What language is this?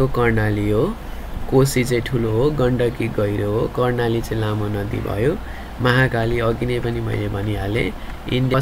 Nepali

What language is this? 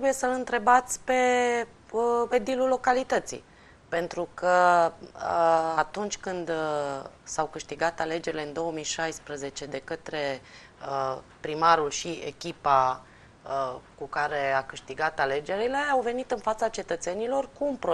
Romanian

